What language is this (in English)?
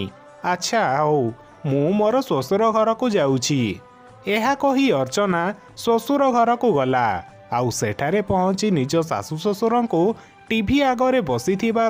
Odia